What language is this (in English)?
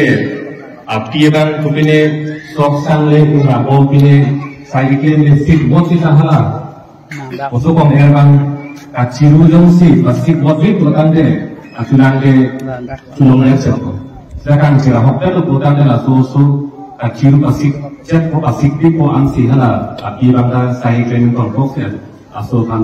Karbi